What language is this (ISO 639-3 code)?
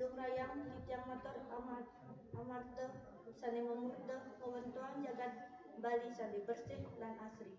ban